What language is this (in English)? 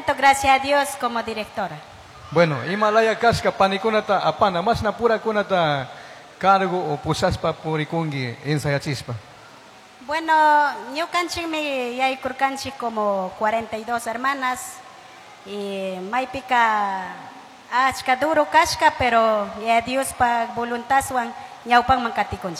Chimborazo Highland Quichua